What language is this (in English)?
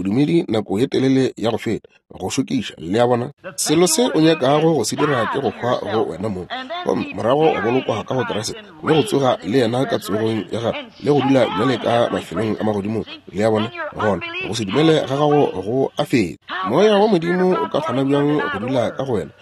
Northern Sotho